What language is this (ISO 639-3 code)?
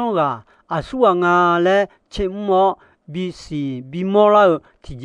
ahk